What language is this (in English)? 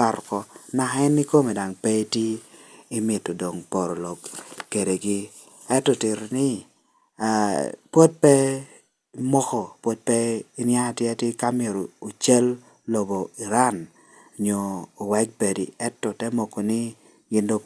Lango (Uganda)